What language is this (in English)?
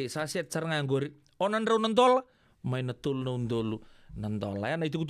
Fijian